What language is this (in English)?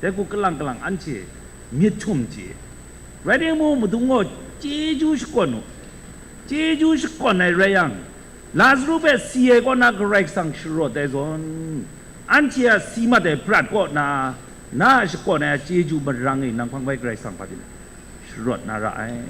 Kachin